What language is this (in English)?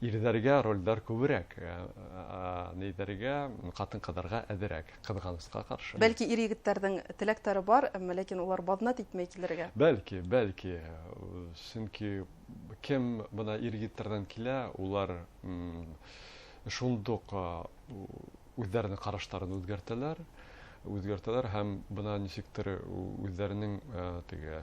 Bashkir